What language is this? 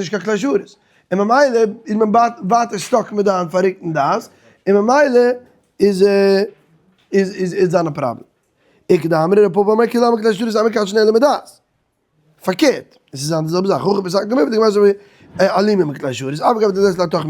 Yiddish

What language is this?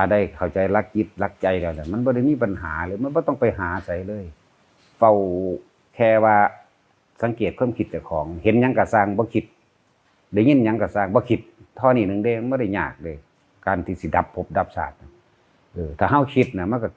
Northeastern Thai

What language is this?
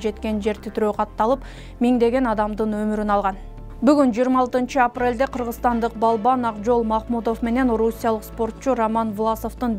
Kyrgyz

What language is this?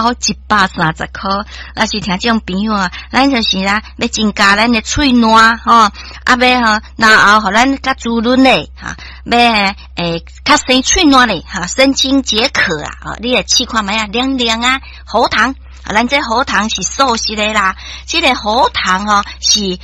Min Nan Chinese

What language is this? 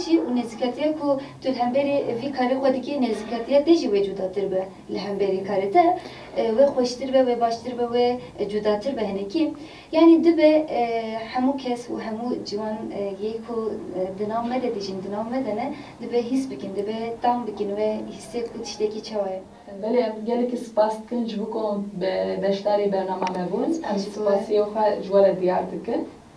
Kurdish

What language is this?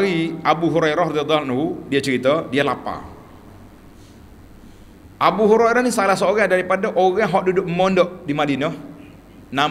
Malay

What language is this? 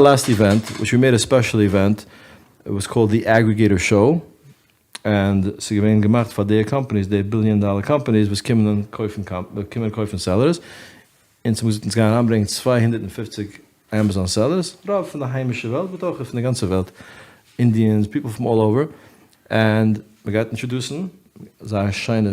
Yiddish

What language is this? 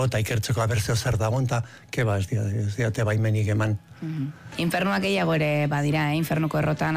Basque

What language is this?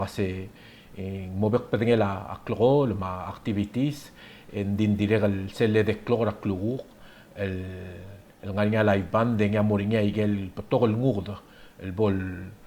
Palauan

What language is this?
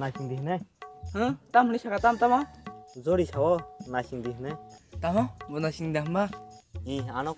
Kok Borok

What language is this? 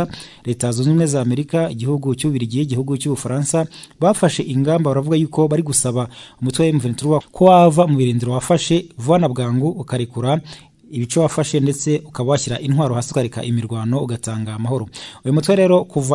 Kinyarwanda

